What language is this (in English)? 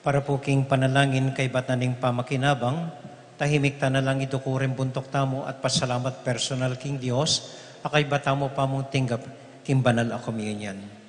Pampanga